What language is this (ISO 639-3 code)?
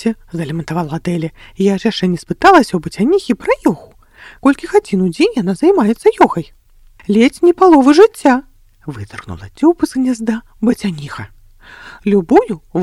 bel